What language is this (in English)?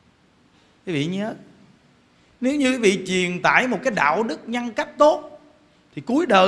Vietnamese